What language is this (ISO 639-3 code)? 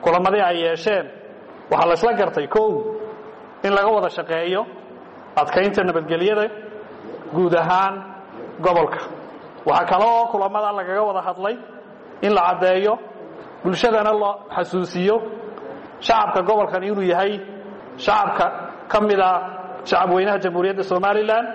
som